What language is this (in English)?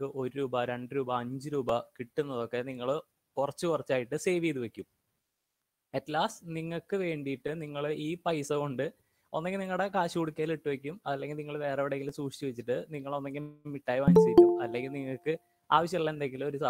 Malayalam